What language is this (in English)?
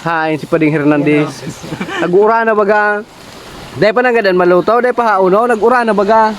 Bikol